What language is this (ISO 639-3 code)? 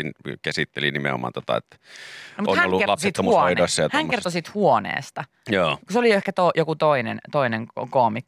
fin